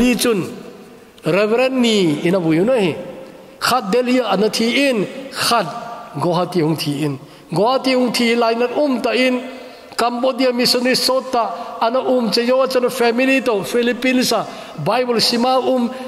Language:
Thado Chin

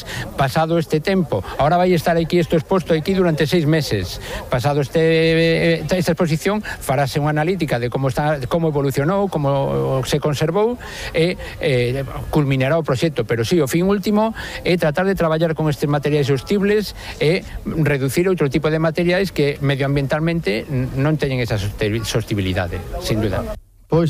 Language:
Galician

